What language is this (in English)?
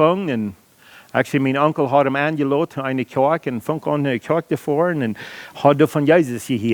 Plautdietsch